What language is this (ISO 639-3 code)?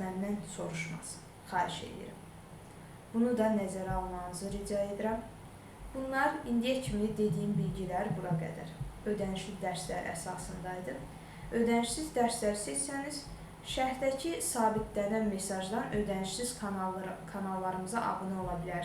aze